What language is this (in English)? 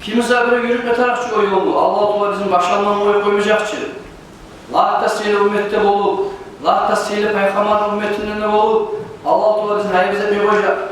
Kumyk